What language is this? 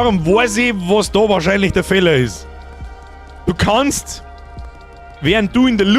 Bavarian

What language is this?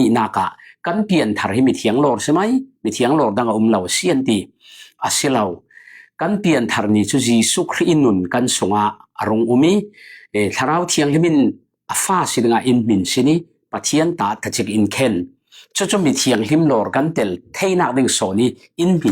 Falam Chin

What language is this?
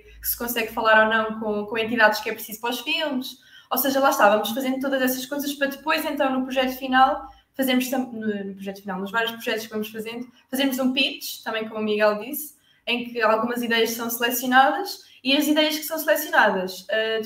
Portuguese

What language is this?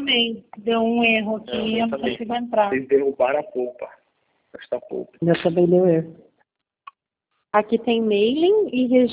Portuguese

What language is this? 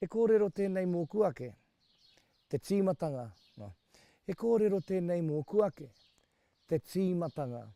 Māori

